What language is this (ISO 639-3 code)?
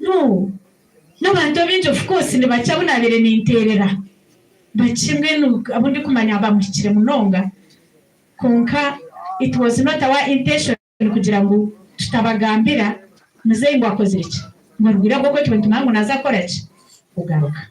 nyn